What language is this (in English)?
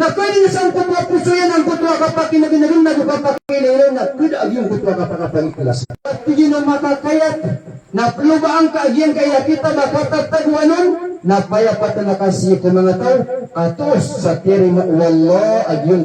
Maranao